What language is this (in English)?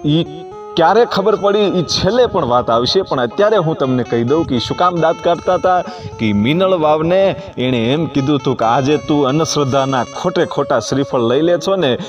Gujarati